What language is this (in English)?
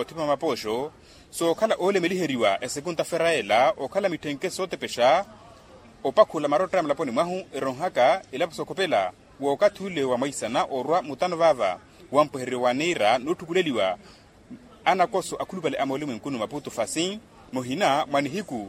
Makhuwa